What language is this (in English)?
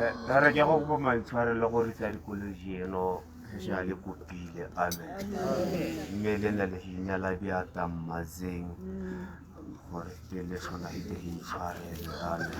Tswana